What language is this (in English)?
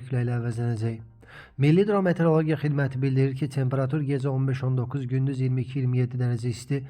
Azerbaijani